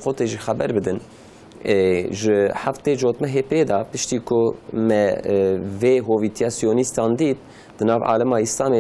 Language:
Kurdish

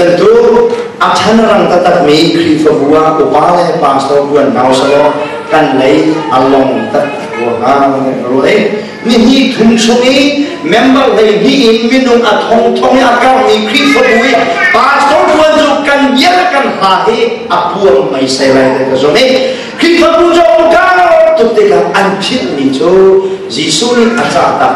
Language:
Hakha Chin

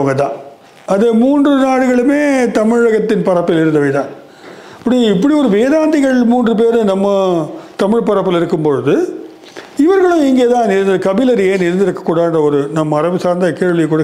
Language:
Tamil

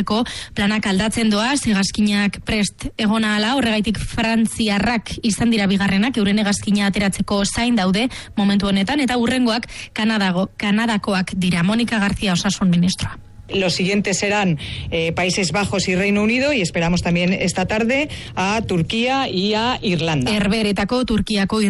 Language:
Basque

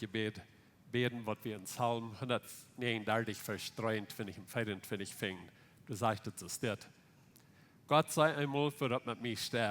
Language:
Plautdietsch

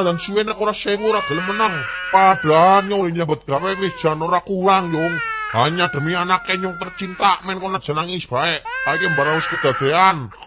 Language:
Javanese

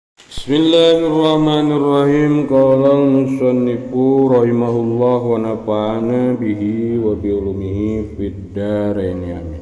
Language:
Sundanese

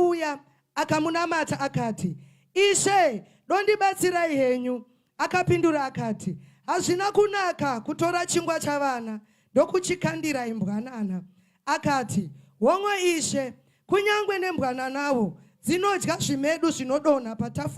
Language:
Shona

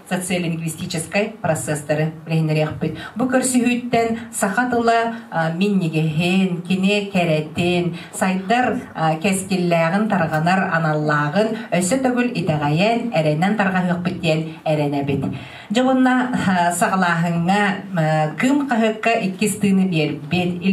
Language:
Yakut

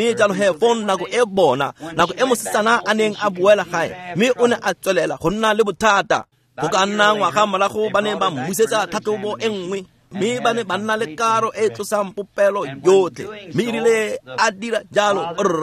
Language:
Tswana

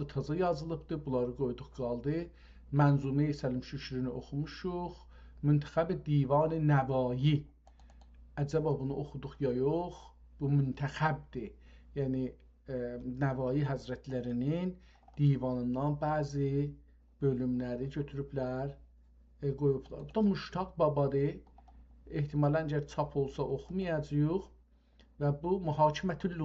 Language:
South Azerbaijani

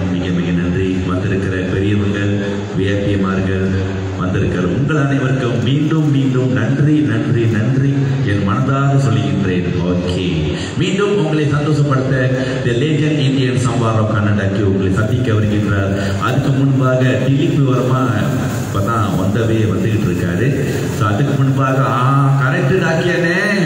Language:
Tamil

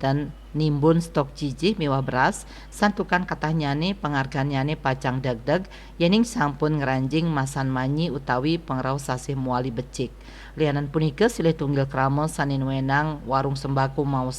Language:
Balinese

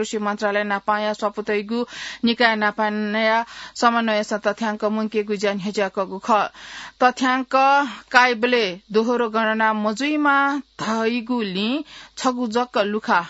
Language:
Newari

